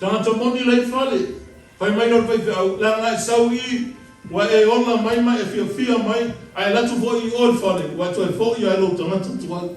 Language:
Samoan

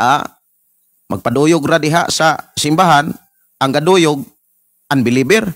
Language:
Cebuano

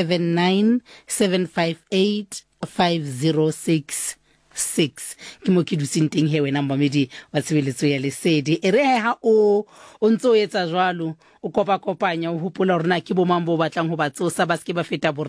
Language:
Southern Sotho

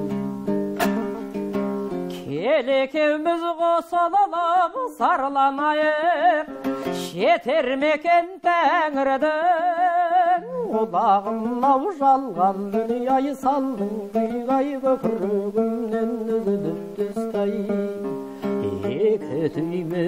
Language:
Kazakh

